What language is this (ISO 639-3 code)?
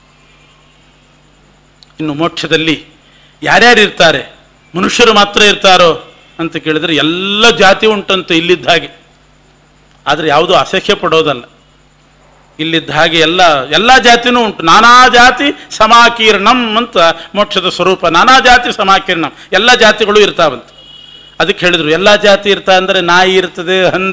kan